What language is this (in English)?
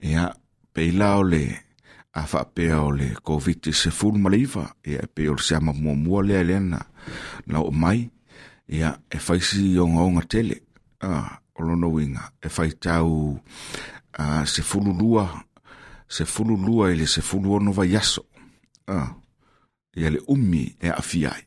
Samoan